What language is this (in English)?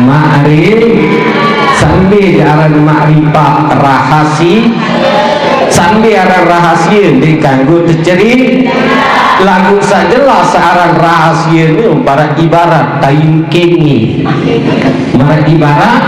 Sasak